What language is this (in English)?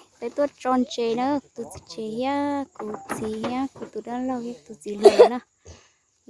Hmong